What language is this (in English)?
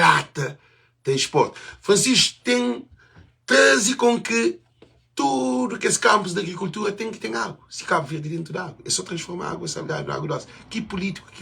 Kabuverdianu